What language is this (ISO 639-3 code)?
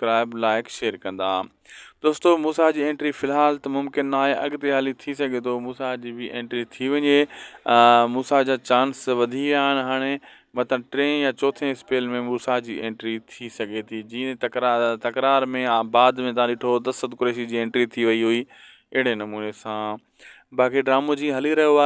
snd